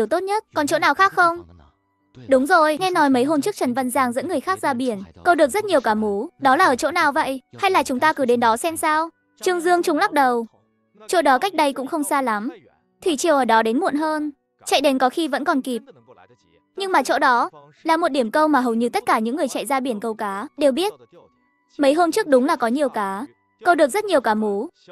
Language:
Vietnamese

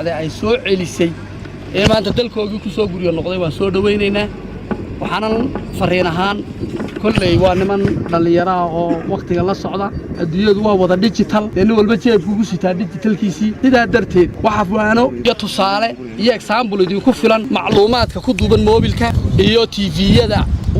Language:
Somali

